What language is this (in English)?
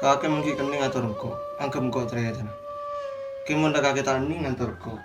Madurese